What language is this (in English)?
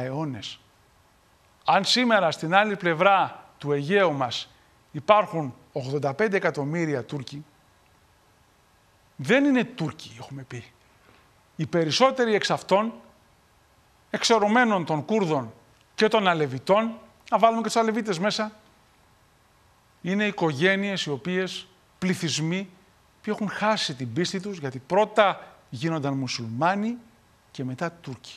Greek